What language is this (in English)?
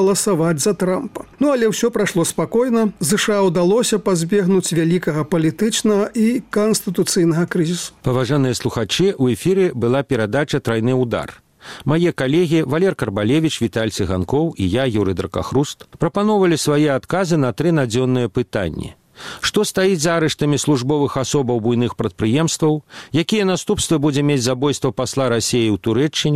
Belarusian